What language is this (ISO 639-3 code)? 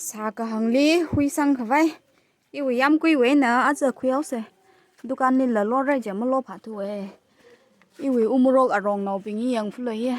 nmf